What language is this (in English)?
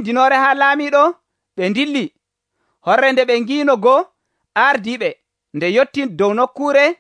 Nigerian Fulfulde